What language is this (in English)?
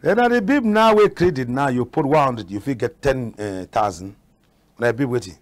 Cameroon Pidgin